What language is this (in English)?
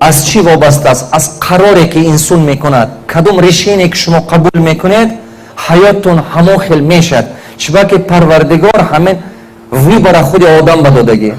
Tajik